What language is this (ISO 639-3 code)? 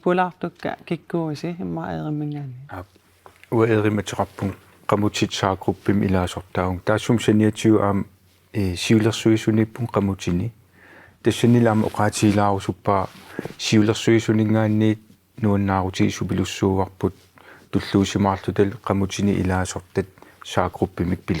kal